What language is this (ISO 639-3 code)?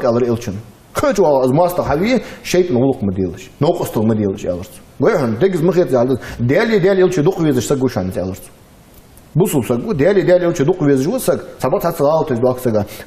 inh